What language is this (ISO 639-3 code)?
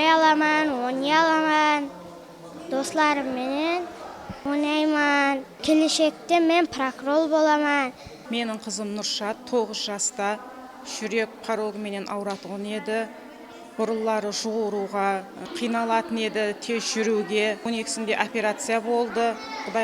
kaa